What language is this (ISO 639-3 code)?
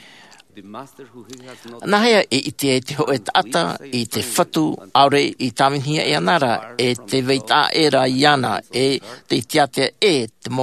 lav